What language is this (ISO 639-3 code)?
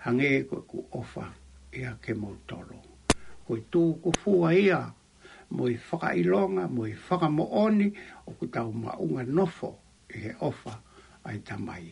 ton